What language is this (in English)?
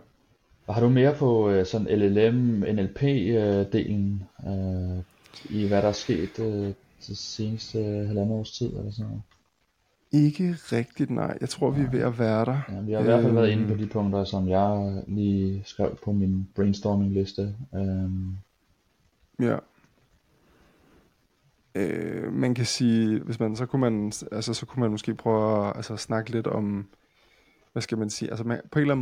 Danish